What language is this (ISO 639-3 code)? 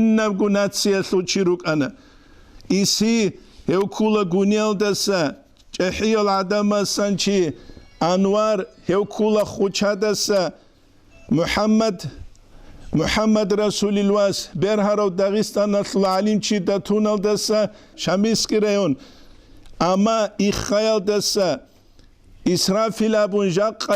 ava